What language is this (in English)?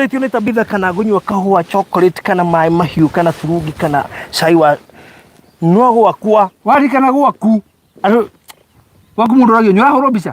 Kikuyu